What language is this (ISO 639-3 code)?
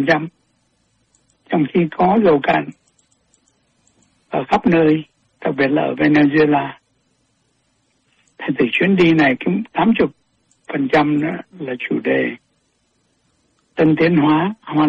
vie